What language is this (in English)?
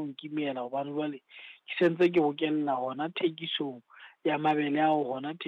Southern Sotho